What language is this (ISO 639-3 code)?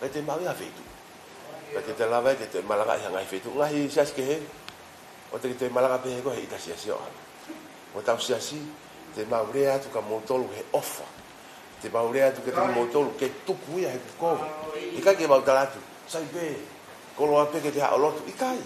ton